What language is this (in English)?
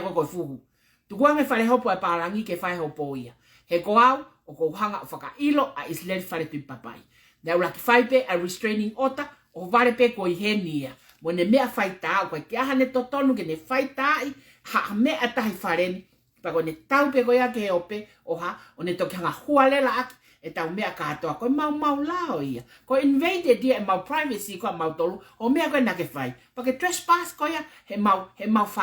Tongan